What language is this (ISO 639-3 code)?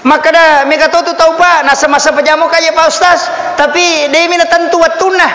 bug